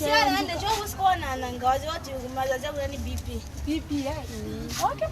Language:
Lozi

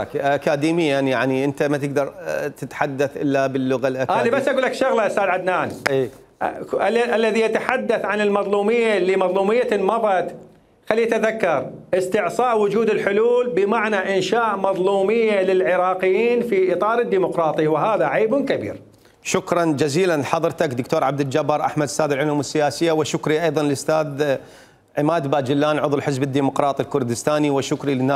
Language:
Mesopotamian Arabic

